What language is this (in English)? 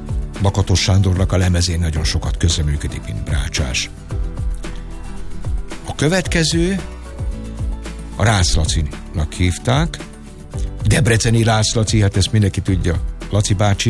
Hungarian